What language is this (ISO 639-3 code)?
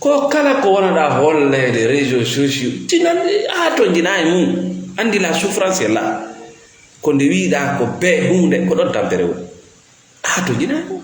ful